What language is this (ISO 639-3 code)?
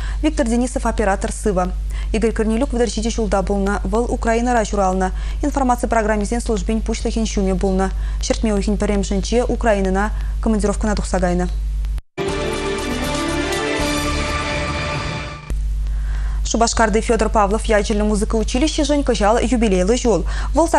chv